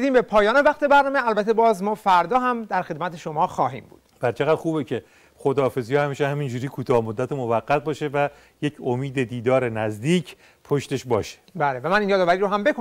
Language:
Persian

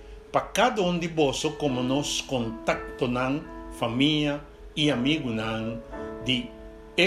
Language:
Papiamento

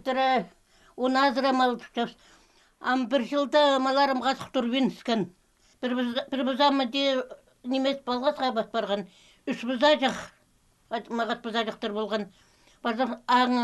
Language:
Khakas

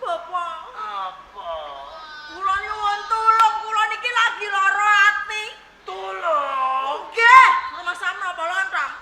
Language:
Javanese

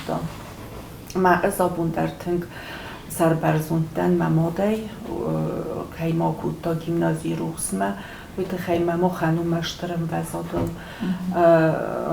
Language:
Ossetic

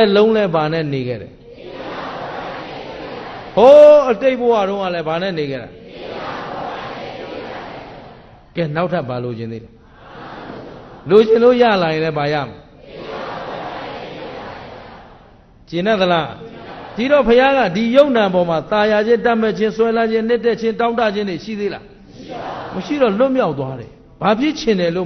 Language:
Burmese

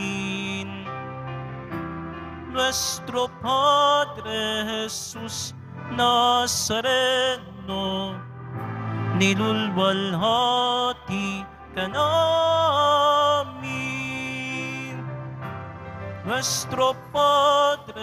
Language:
Filipino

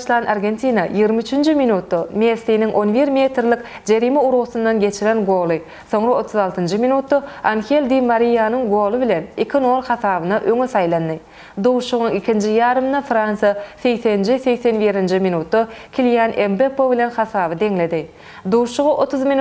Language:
Turkmen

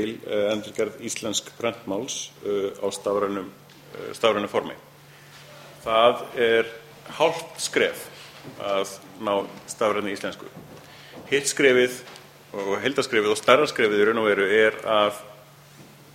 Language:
Icelandic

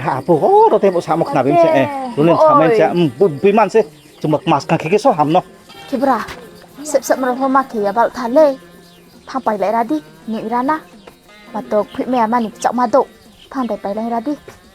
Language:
Riang (India)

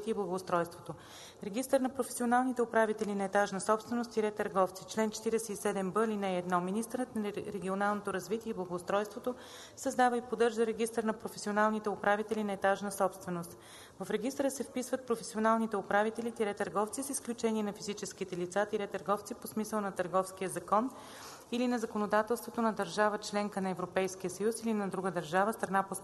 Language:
Bulgarian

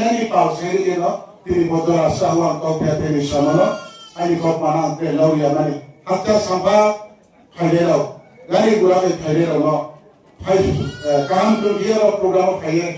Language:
Riang (India)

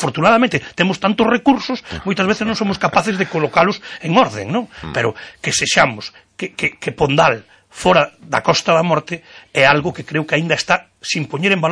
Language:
Galician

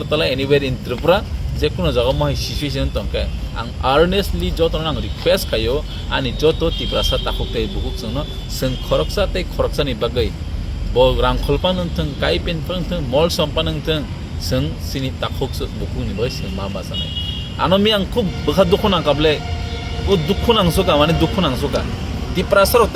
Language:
Kok Borok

